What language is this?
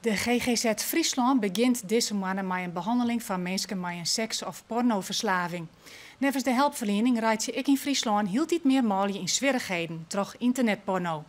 Western Frisian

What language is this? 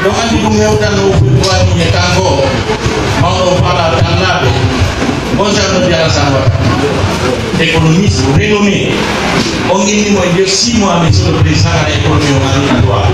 Pular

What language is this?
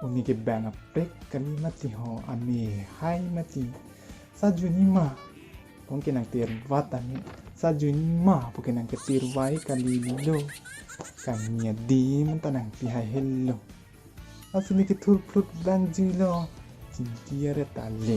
Karbi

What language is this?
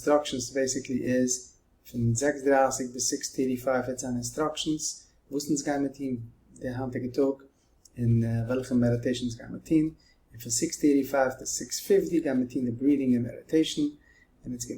Yiddish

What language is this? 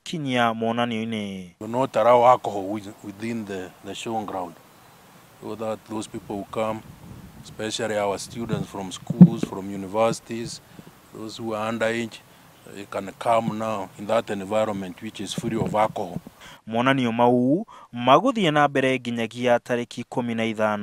Kikuyu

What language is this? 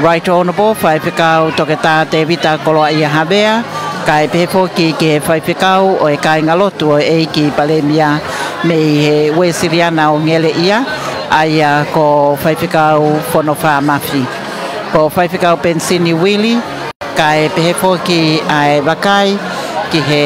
Tongan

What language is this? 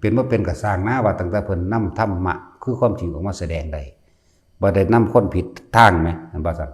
Northeastern Thai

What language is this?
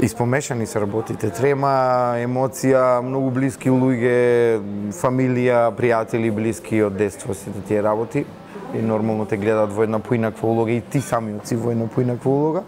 Macedonian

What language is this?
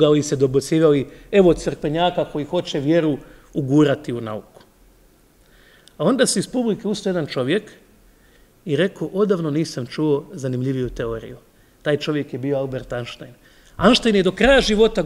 Croatian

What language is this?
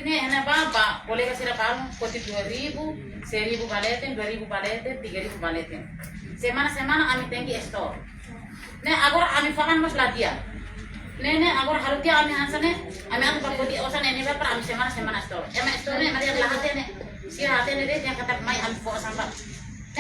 Tetum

